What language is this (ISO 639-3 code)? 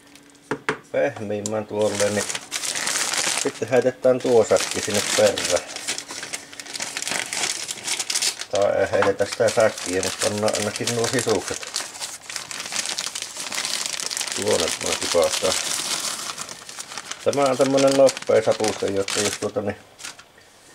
fin